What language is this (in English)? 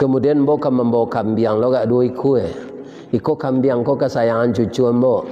Minangkabau